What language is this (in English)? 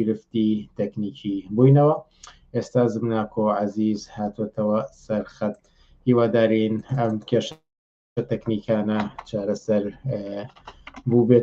Central Kurdish